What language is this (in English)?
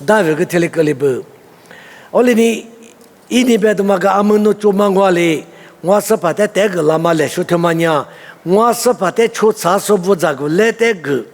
Lisu